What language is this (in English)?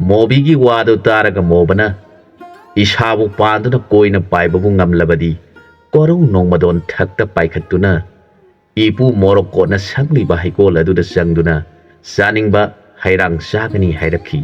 Manipuri